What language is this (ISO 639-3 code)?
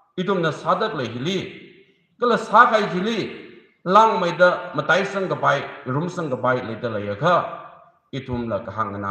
nmf